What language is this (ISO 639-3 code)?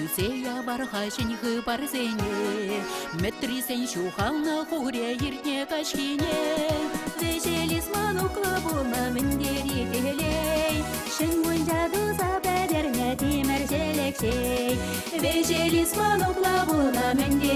chv